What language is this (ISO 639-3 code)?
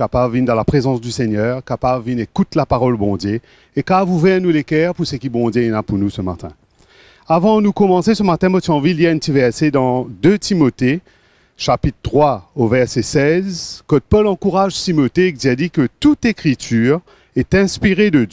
mfe